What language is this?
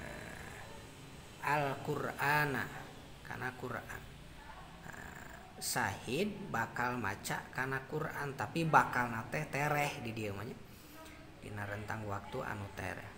Sundanese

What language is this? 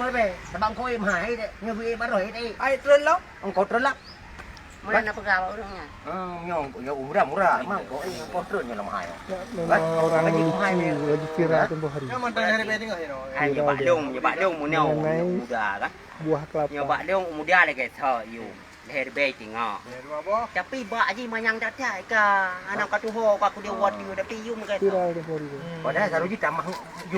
Achinese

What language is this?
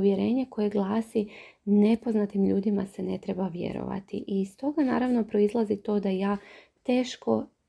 Croatian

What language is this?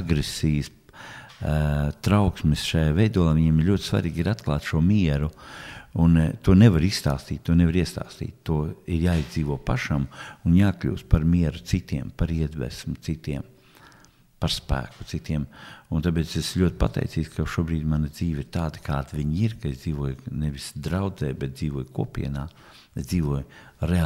Latvian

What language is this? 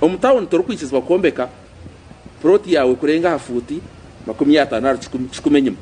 Nyankole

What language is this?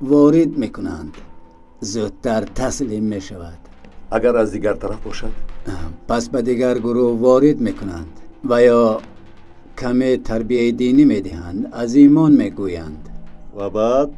Tajik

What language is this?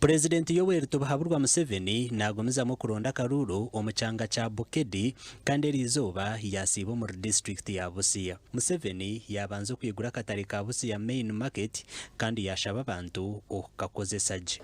Nyankole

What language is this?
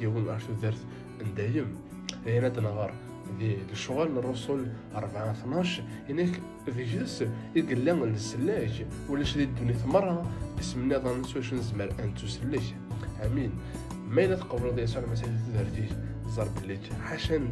Kabyle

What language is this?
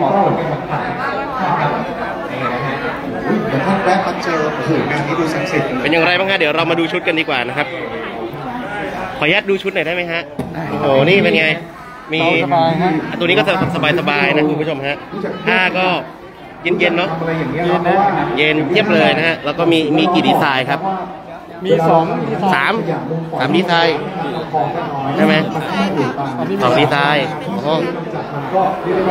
Thai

